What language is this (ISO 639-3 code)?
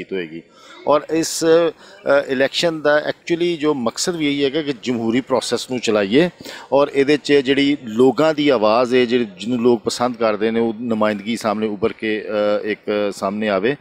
lah